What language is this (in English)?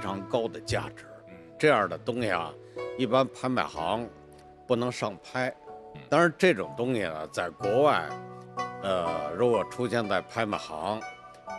Chinese